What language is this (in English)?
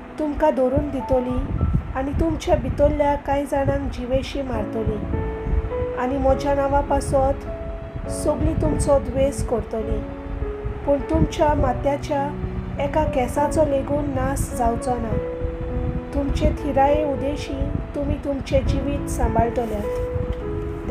Konkani